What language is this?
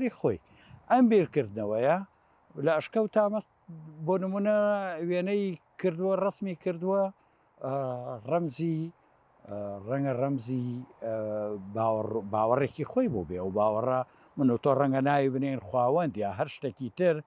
Central Kurdish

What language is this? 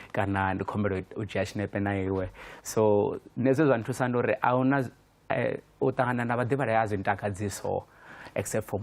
Venda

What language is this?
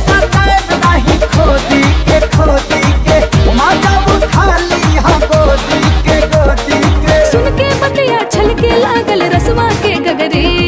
Bhojpuri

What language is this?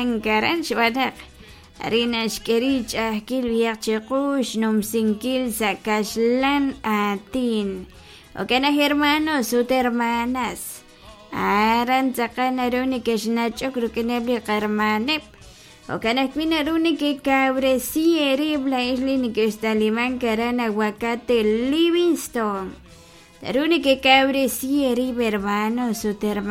Kekchí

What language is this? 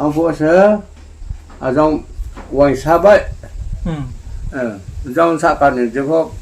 Riang (India)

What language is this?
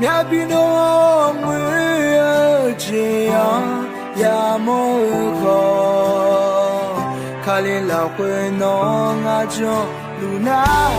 Akha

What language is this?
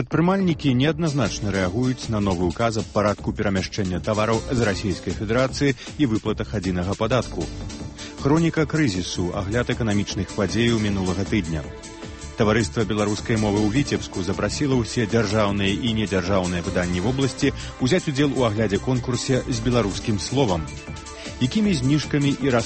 Belarusian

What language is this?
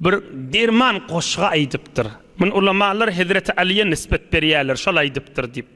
Turkmen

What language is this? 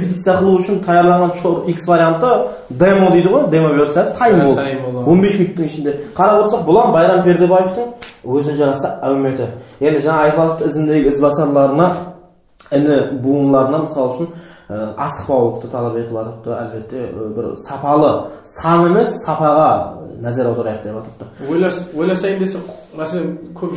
Kara-Kalpak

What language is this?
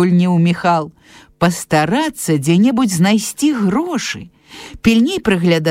Belarusian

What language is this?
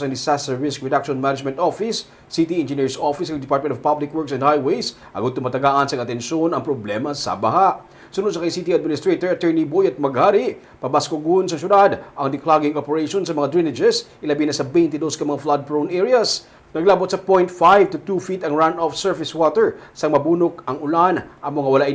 Hiligaynon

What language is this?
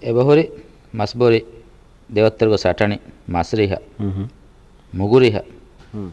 Divehi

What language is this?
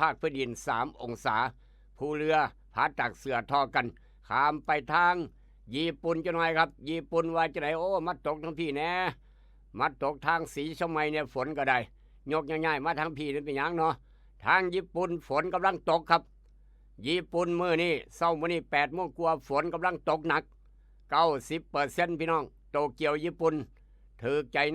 Northeastern Thai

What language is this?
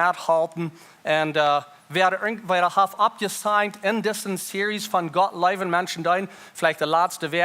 Plautdietsch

